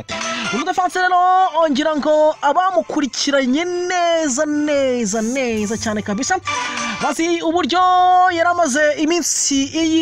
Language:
Kinyarwanda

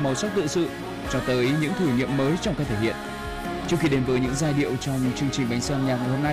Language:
Vietnamese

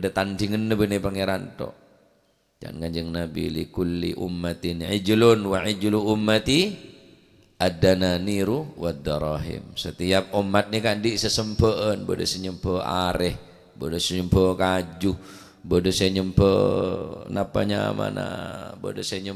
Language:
Madurese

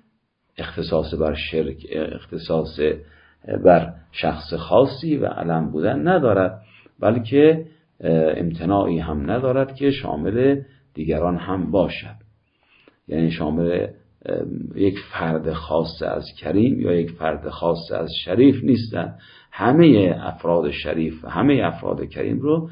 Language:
Persian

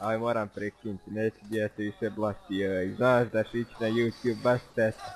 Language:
Bosnian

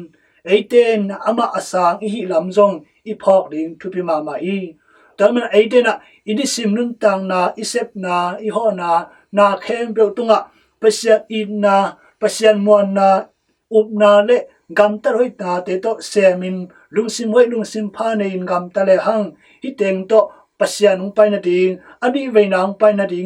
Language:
Tedim Chin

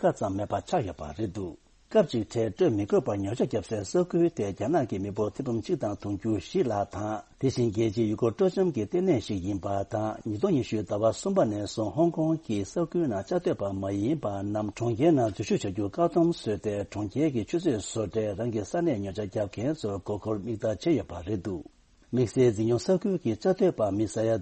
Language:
Tibetan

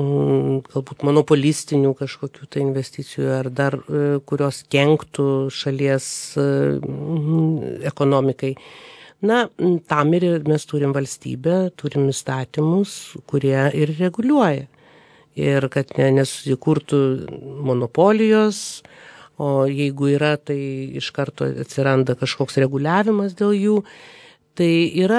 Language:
Lithuanian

